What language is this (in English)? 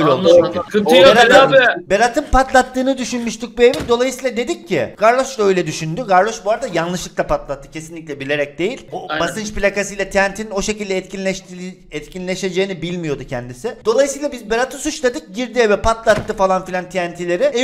Turkish